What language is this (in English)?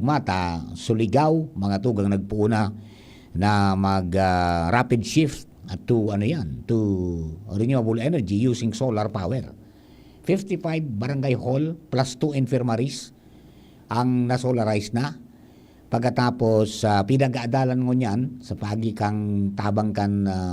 Bikol